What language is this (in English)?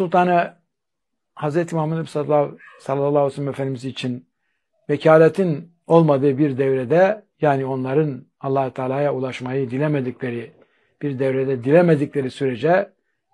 Turkish